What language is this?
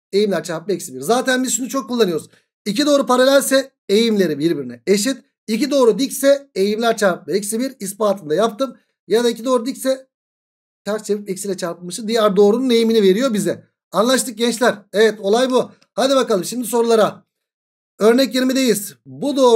Turkish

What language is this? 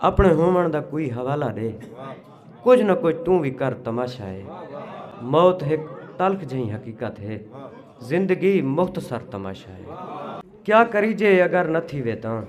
Saraiki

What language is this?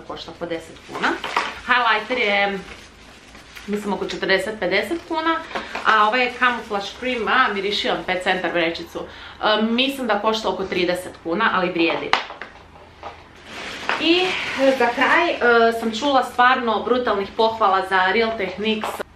Croatian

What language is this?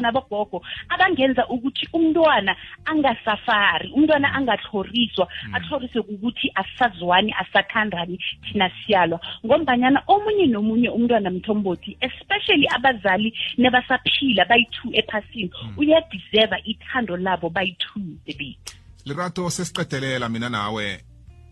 South Ndebele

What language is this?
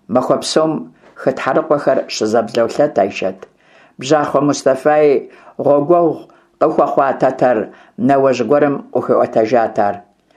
Kabardian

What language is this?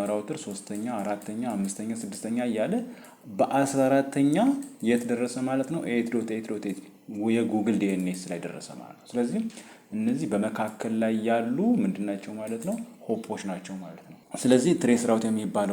Amharic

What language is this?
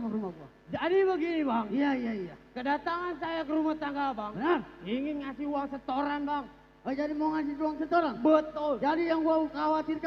Betawi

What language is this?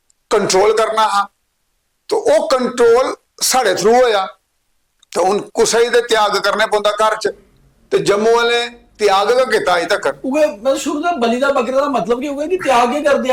Dogri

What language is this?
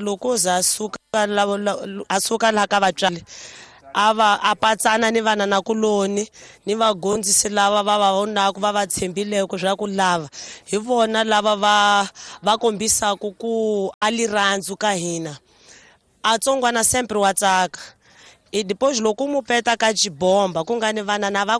Tsonga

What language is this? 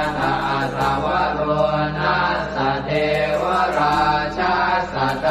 Pali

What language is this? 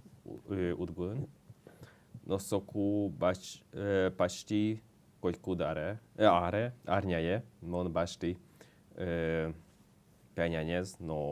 Udmurt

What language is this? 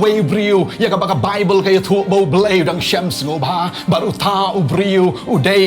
Khasi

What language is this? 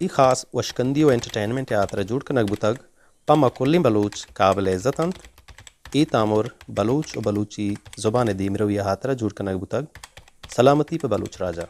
Baluchi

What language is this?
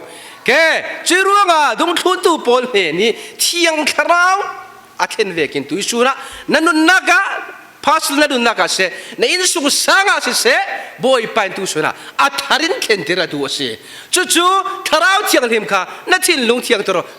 Falam Chin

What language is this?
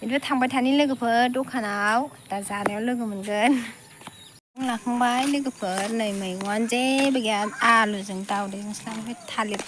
Bodo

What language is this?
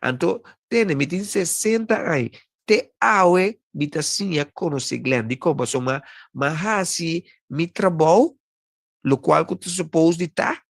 Papiamento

